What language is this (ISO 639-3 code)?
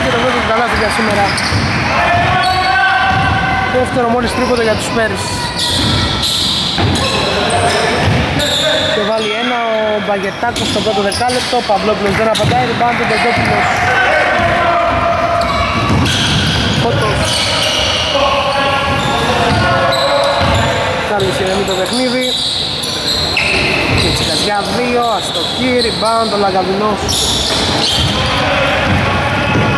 ell